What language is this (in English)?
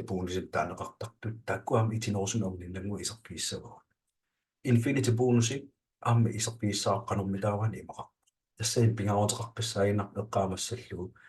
Kalaallisut